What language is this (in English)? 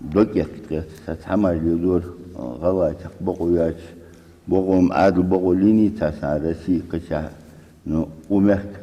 Ingush